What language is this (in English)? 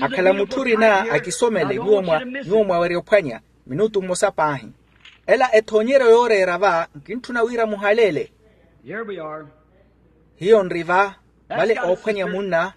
Makhuwa